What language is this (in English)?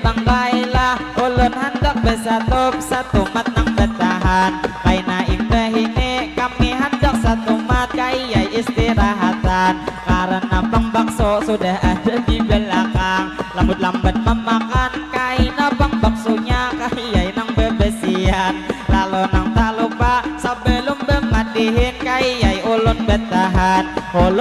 Banjar